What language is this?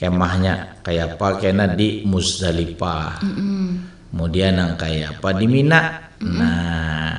Banjar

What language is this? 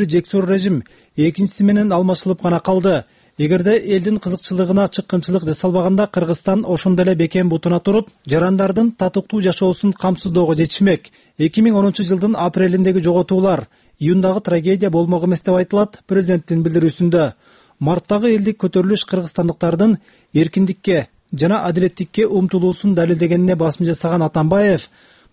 Kyrgyz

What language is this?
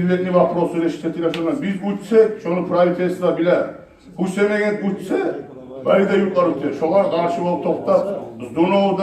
Kumyk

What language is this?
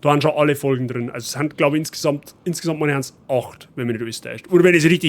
Bavarian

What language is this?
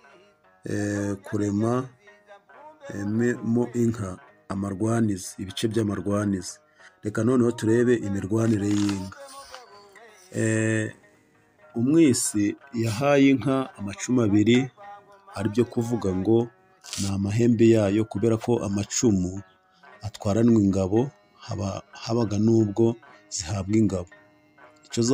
Kinyarwanda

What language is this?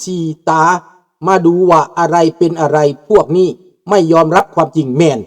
Lao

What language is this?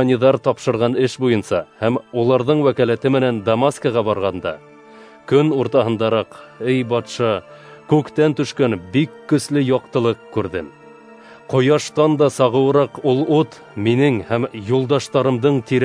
Bashkir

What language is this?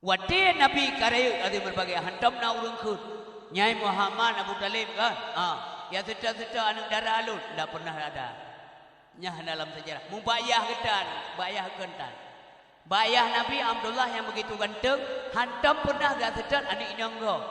Achinese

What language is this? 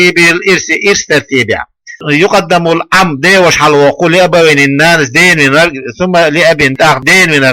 Chechen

